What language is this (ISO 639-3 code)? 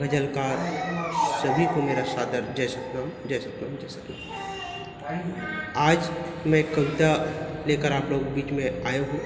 hne